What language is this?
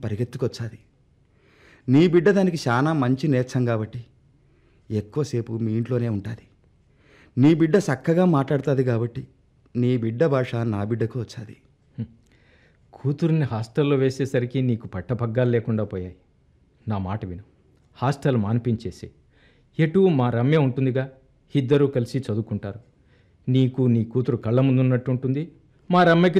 Telugu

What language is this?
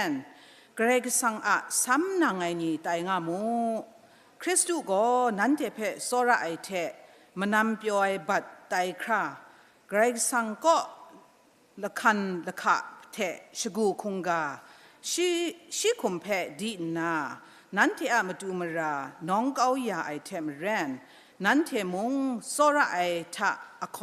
Kachin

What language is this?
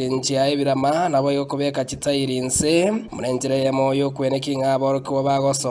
Gusii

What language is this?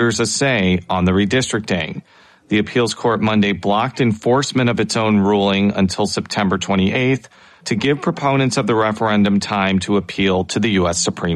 English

